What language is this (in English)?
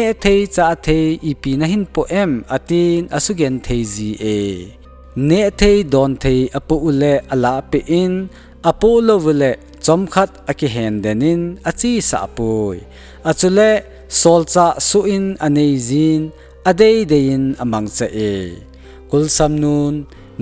Thado Chin